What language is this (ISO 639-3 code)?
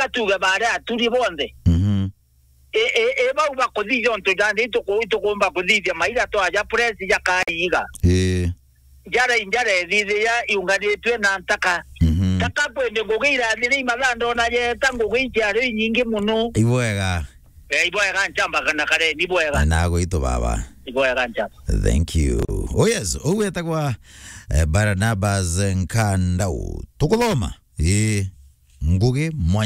mer